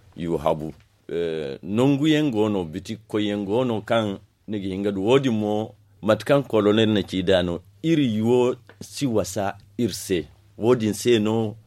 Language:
Zarma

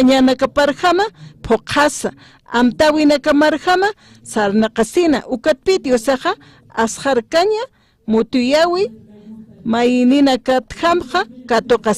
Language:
Aymara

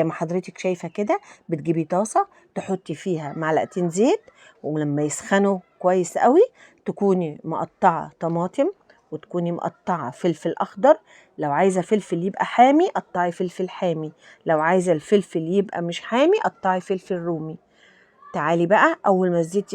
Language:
Egyptian Arabic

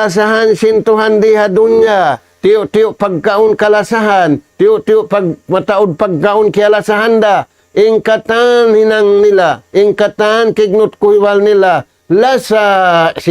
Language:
Tausug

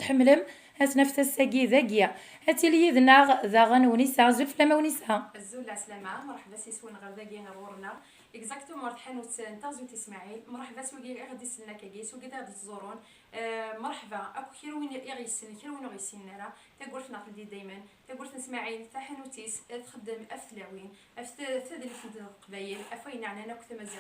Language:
Kabyle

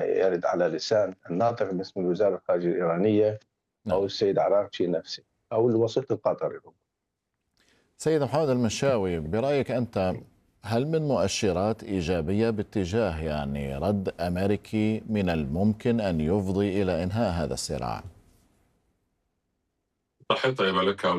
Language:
Arabic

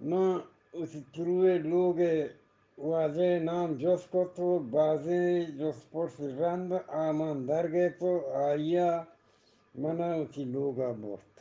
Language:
Eastern Balochi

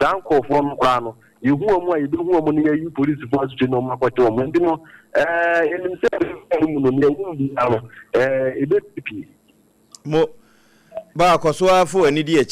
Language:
Akan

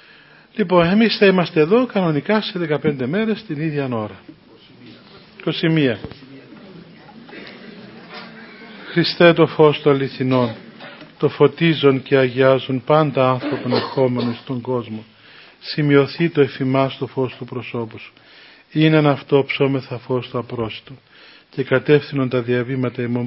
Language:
Greek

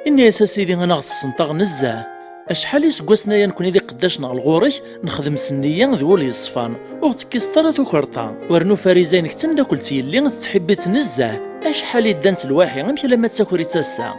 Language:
Kabyle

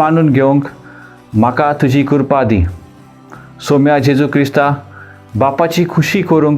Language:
Konkani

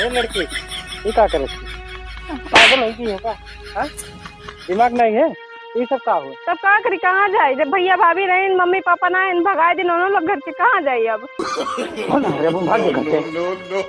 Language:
Awadhi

